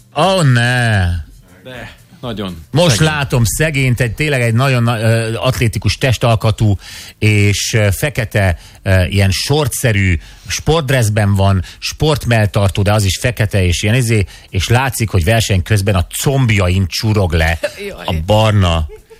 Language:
Hungarian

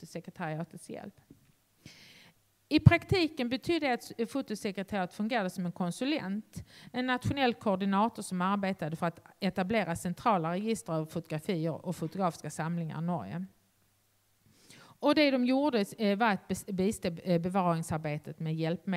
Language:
Swedish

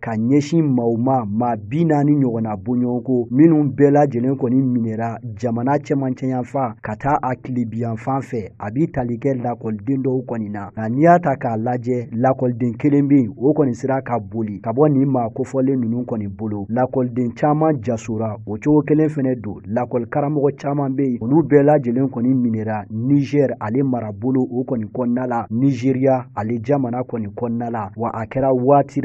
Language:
Bambara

